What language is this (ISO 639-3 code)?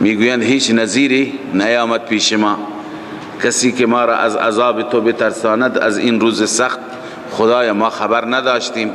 fas